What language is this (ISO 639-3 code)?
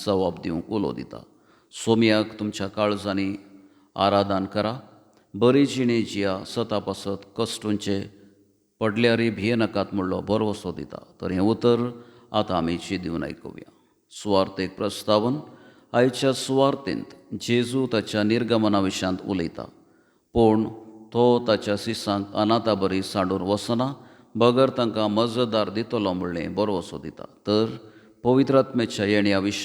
kok